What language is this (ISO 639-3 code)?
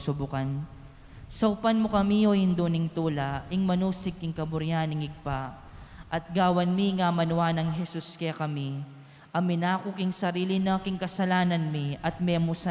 pam